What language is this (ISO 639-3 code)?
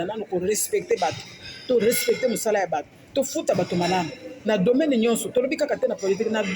lin